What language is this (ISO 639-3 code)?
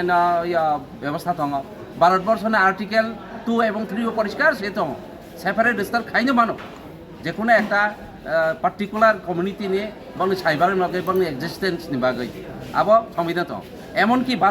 trp